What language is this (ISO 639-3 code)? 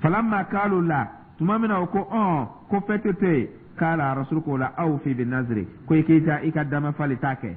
dyu